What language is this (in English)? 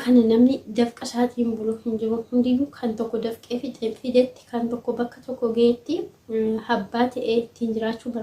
Oromo